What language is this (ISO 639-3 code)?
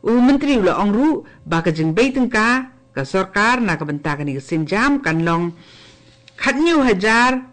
kha